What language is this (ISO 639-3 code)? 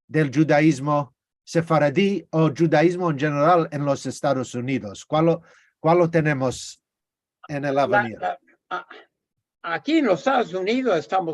lad